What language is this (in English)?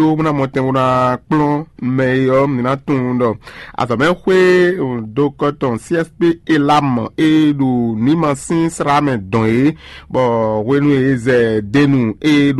Fon